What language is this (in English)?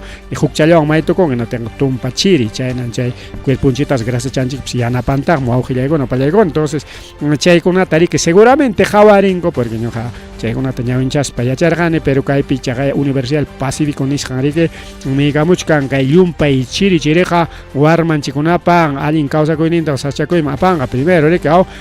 Ayacucho Quechua